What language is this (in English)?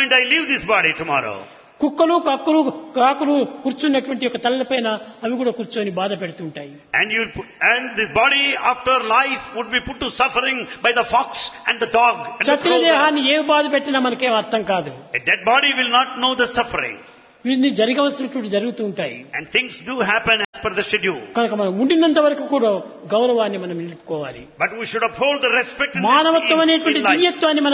Telugu